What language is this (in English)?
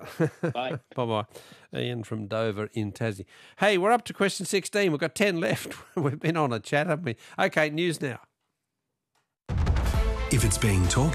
English